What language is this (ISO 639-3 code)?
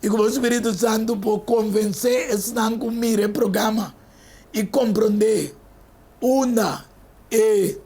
pap